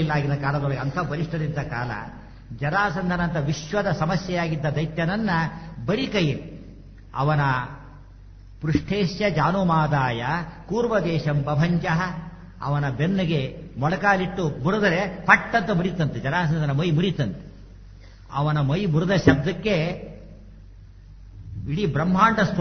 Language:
Kannada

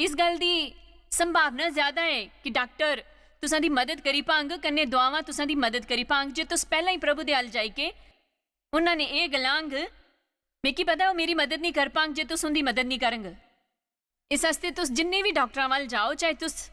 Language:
Dogri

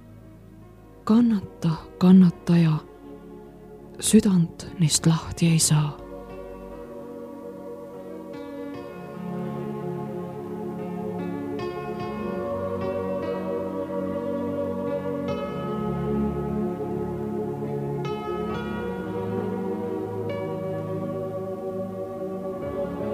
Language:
Estonian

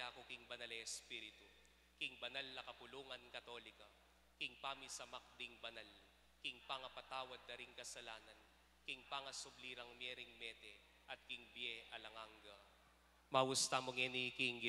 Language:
Pampanga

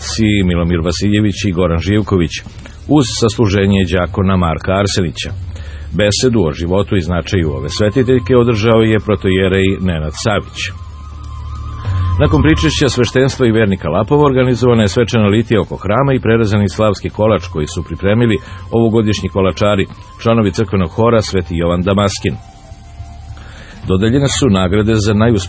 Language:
Serbian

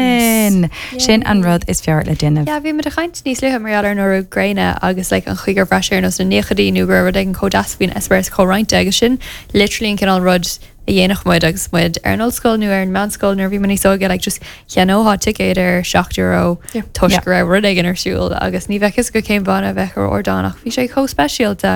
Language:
Irish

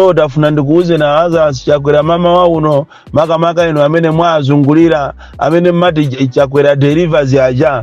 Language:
Nyanja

